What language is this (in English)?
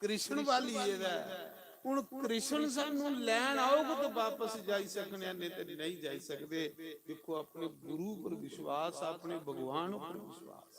Dogri